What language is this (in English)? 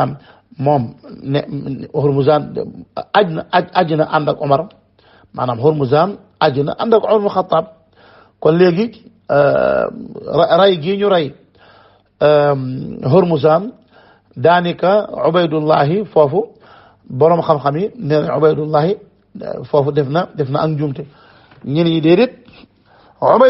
Wolof